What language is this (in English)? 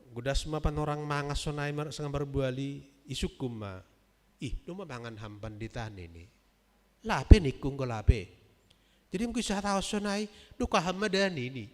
Batak Simalungun